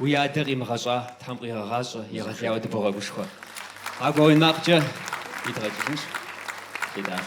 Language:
Kabardian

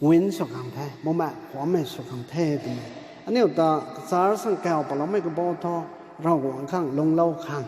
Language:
Rongmei Naga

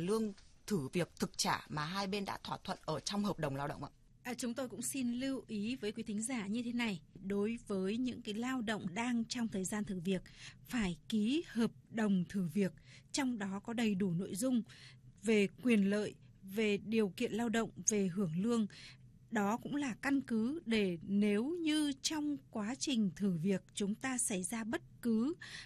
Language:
Vietnamese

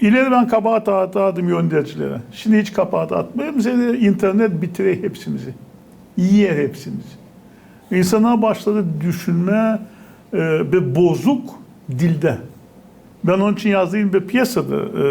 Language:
Gagauz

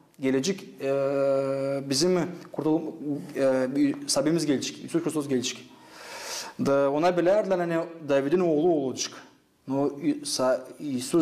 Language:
Gagauz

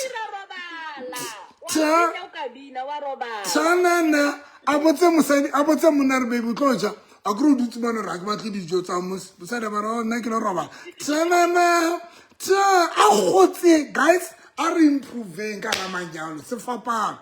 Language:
Southern Sotho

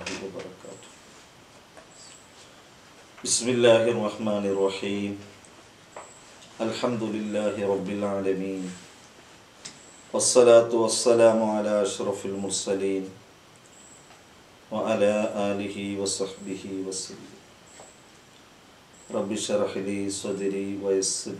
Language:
Malayalam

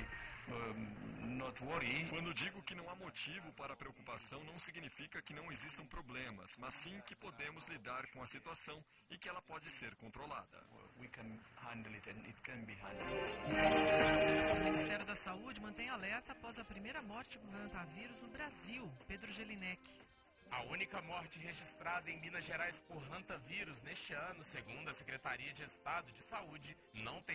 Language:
Portuguese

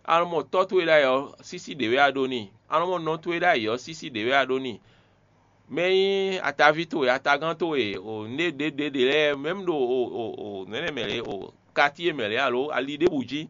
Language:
Fon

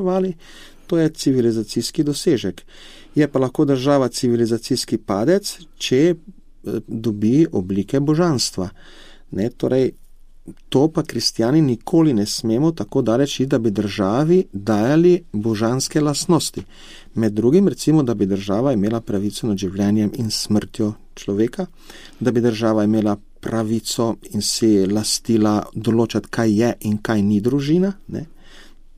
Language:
Slovenian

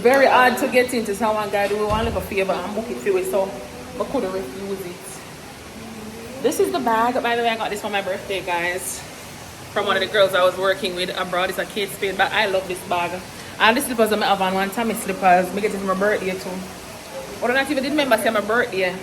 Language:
Jamaican Creole English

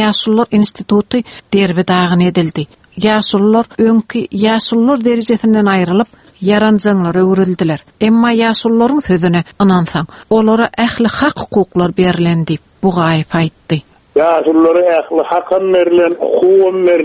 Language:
Turkmen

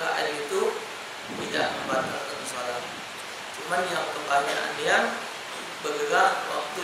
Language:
Musi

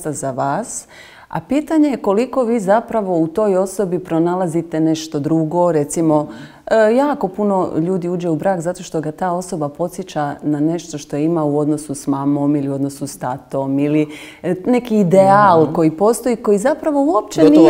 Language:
Croatian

